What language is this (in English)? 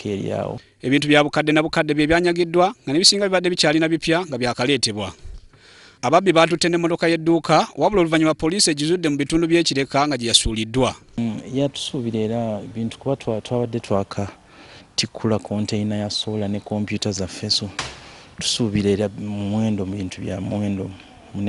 Ganda